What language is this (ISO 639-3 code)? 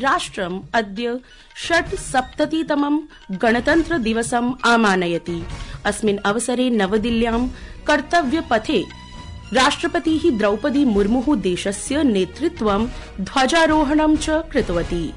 san